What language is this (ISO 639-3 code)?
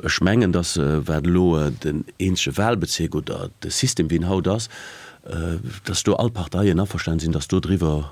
ltz